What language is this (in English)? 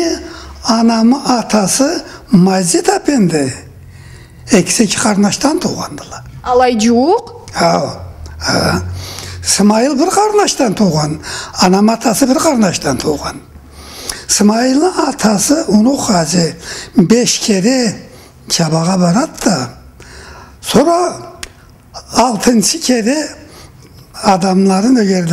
Karachay-Balkar